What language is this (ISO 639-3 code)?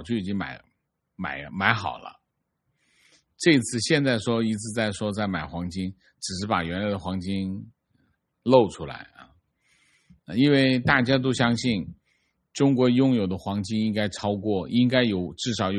zho